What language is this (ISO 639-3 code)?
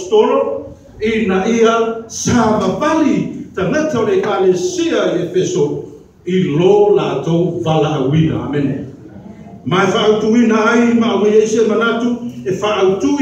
smo